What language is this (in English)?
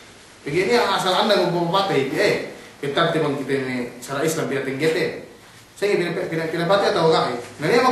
Yakan